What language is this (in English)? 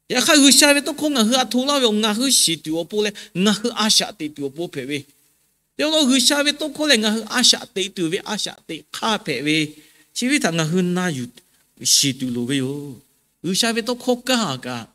Lahu